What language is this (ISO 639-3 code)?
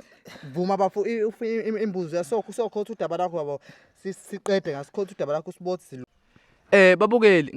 zul